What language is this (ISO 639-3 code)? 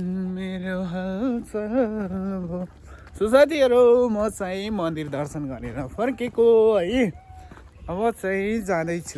nep